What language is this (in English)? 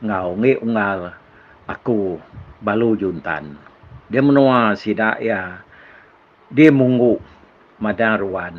Iban